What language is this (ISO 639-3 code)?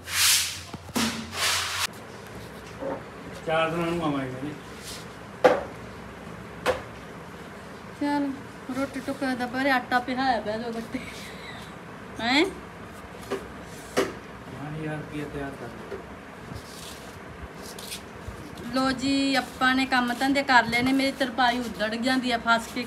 pan